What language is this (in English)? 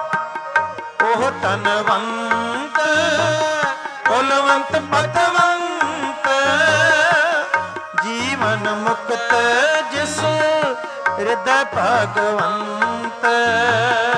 Punjabi